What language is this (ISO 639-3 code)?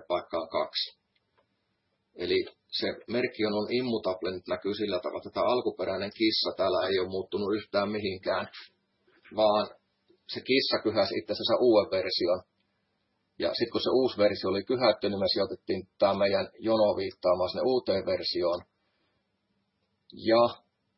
fin